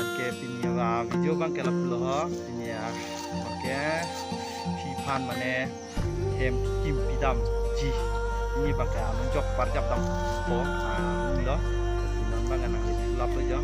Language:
Karbi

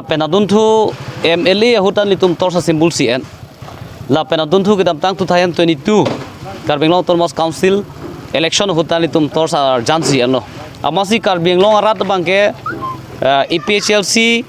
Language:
Karbi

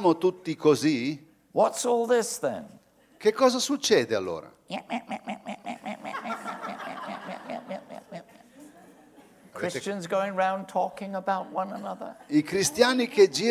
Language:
Italian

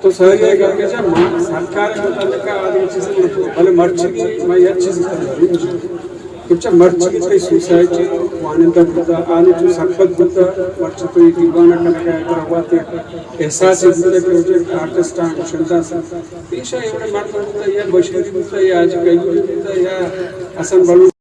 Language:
Eastern Balochi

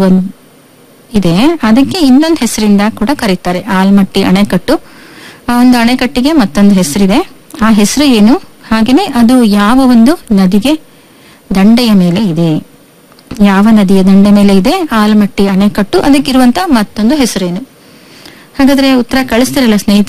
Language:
Kannada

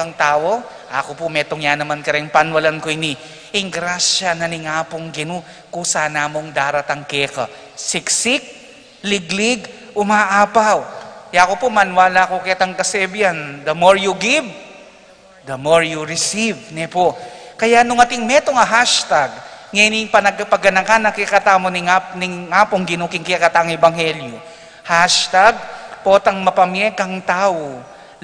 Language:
Pampanga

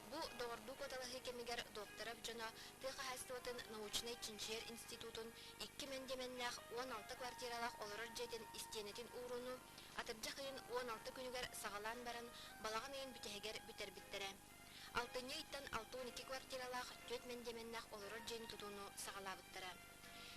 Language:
Yakut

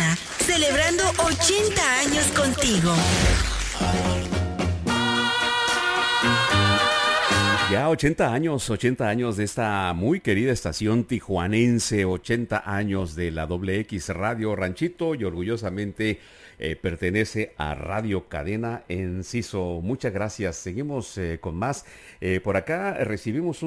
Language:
Spanish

